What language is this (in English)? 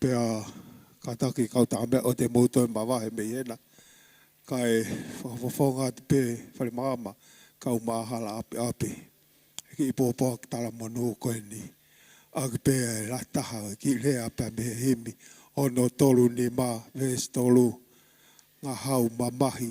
Tongan